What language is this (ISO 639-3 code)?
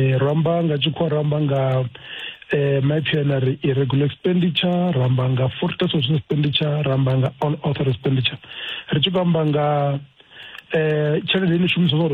ven